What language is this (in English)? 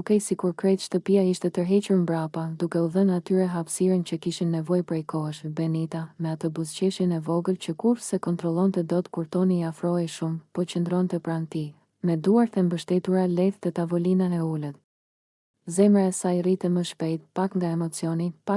Albanian